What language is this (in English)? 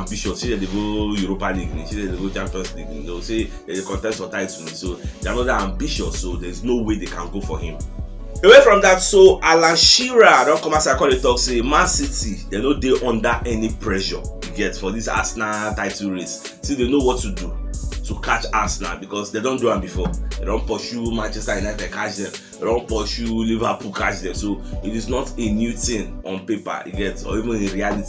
Nigerian Pidgin